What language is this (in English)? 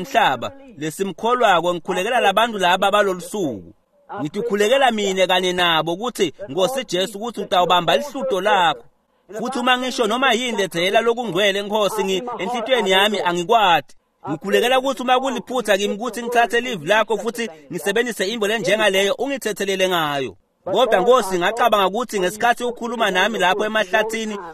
Swati